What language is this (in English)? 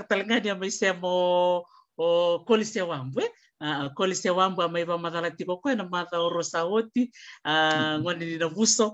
Fijian